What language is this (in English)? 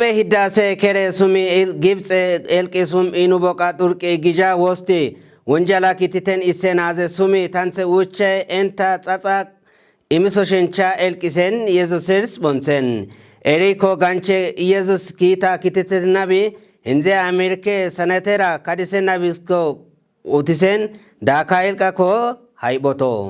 Kafa